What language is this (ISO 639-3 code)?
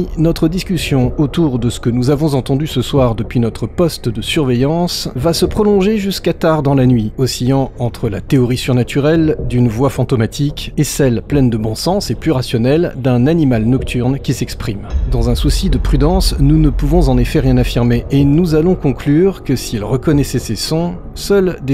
fra